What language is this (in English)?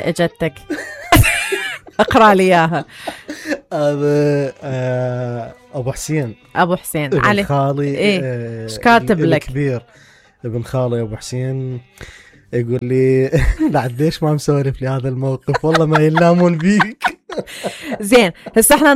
Mesopotamian Arabic